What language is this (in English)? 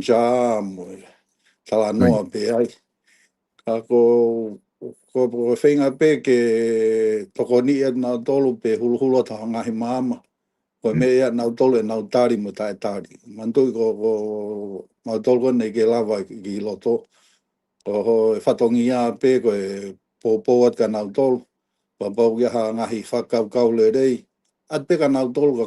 Tongan